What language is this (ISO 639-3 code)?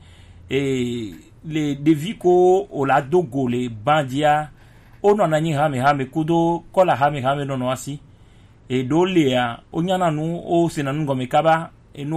gej